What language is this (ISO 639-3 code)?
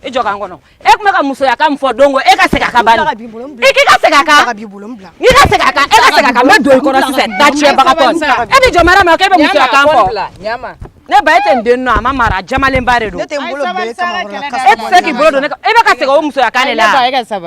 bam